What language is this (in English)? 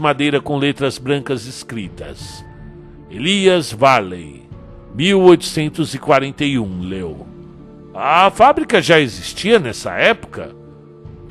Portuguese